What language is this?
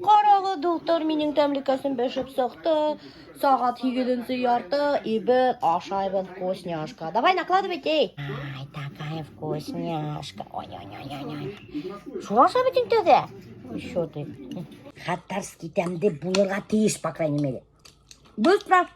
Bashkir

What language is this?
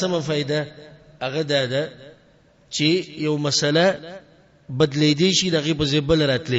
Pashto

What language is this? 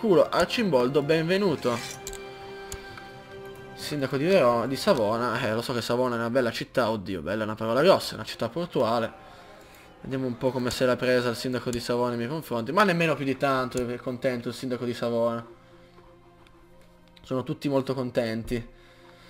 Italian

